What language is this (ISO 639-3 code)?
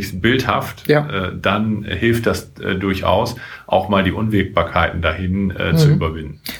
deu